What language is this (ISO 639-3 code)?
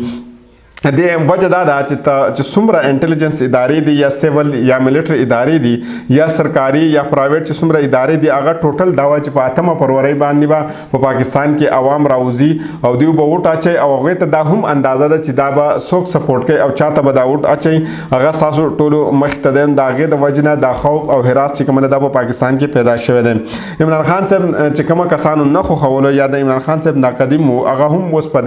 pus